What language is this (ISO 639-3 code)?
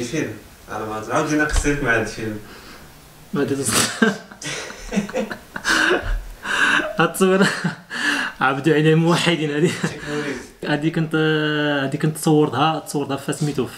ary